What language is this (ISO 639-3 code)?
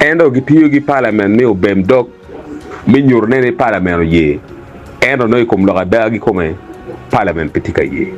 ach